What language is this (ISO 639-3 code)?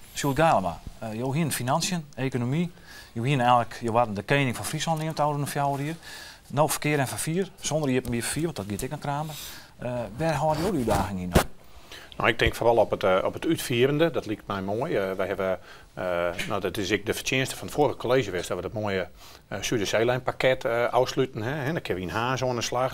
fry